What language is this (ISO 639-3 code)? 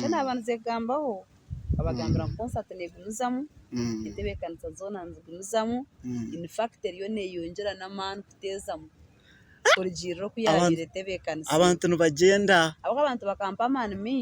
nyn